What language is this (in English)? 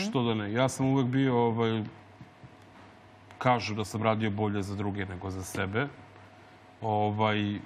Serbian